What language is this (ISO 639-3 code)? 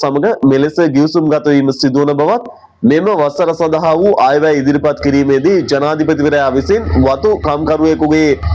sin